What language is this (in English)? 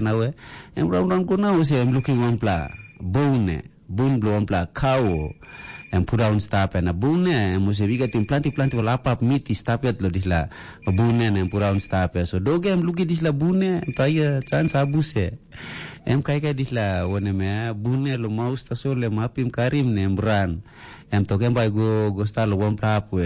Tok Pisin